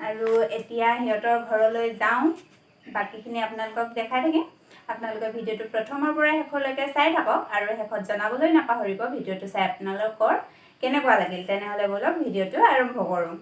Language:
Assamese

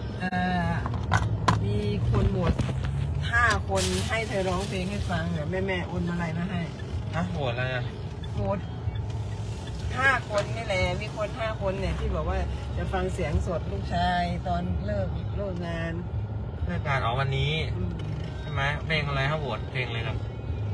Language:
Thai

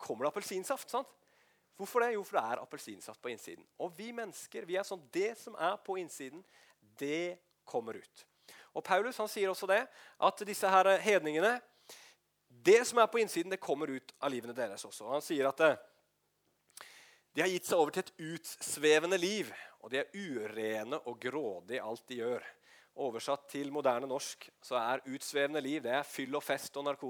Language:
Norwegian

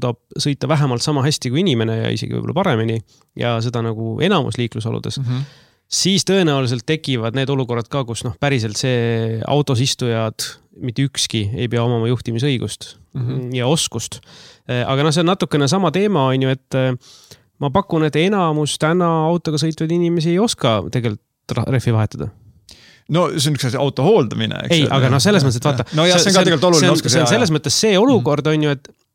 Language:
Estonian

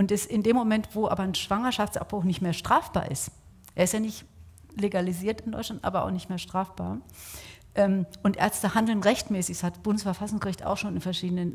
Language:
German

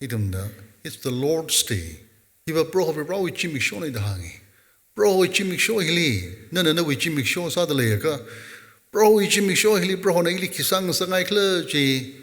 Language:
Tangkhul Naga (India)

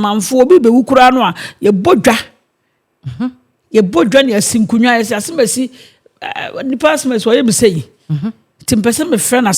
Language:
Akan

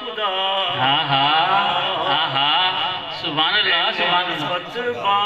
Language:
Saraiki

